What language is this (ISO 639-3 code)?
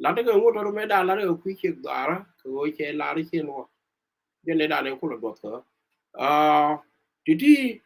nus